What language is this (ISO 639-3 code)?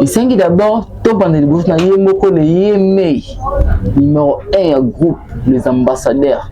lin